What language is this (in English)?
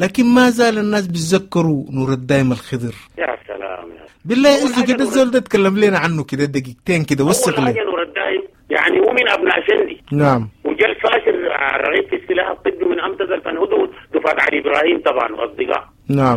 Sudanese Arabic